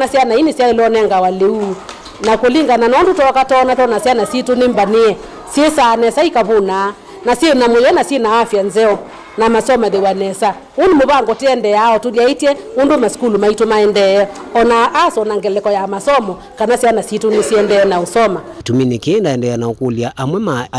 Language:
Kamba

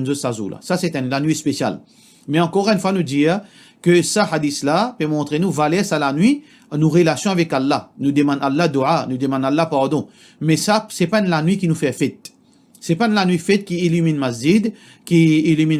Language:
Morisyen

